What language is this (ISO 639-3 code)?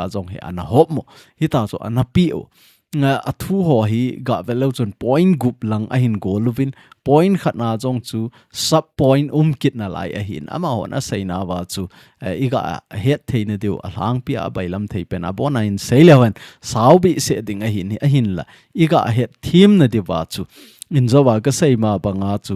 tcz